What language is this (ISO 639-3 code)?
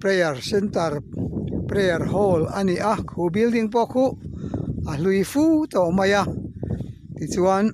lus